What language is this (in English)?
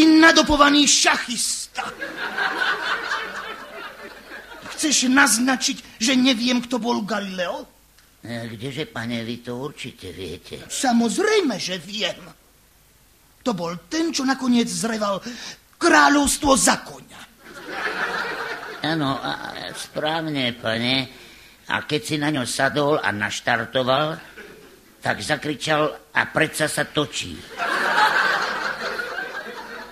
Slovak